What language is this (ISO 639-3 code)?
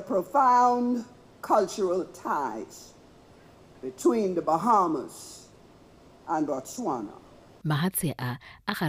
tsn